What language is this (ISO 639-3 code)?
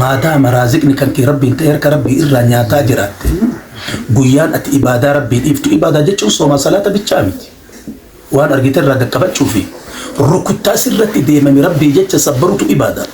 orm